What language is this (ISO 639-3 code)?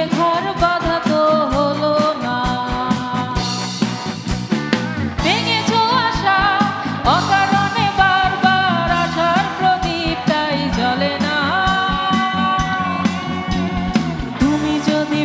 ben